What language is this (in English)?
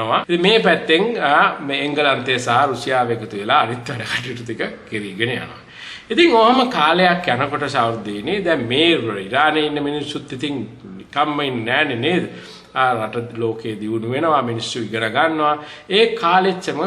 Sinhala